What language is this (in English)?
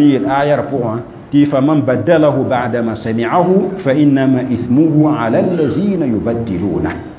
Mossi